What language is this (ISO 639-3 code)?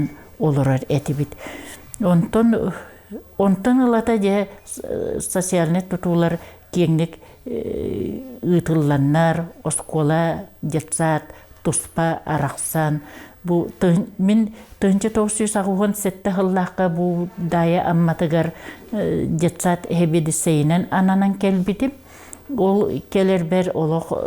sah